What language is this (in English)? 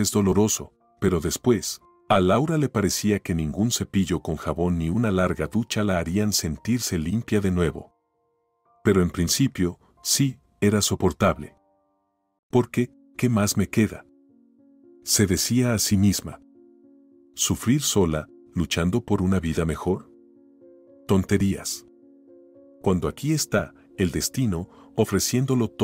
Spanish